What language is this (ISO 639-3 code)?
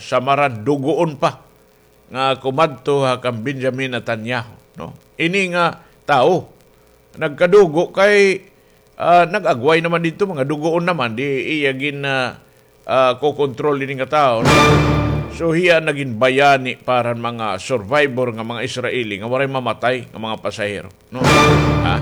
war